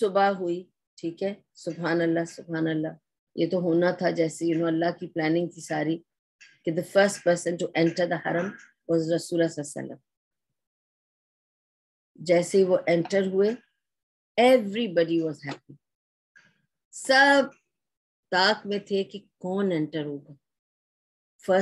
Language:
Urdu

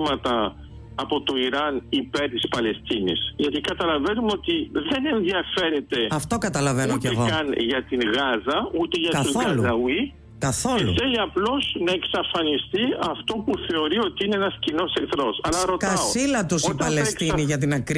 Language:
Greek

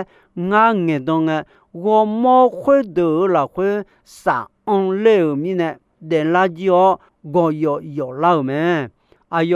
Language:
Akha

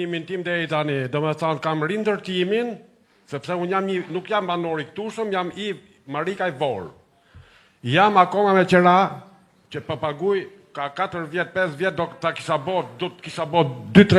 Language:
Albanian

